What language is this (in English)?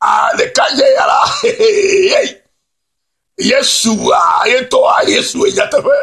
Ewe